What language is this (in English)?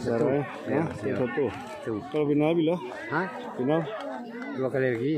Minangkabau